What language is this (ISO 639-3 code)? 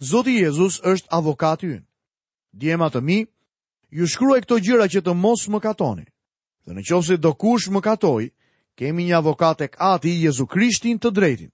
sqi